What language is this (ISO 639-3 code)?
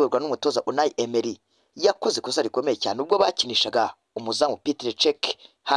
kin